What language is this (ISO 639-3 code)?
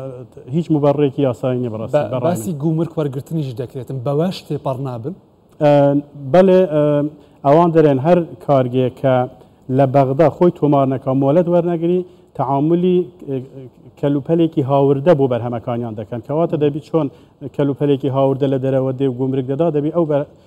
ckb